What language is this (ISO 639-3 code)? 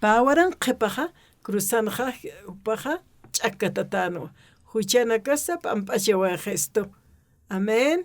aym